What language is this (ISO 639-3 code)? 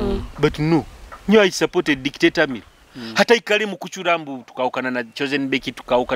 nyo